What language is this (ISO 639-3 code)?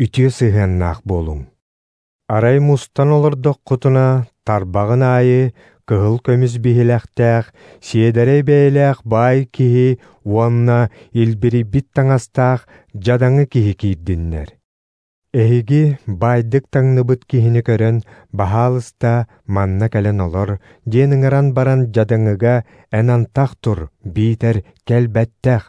sah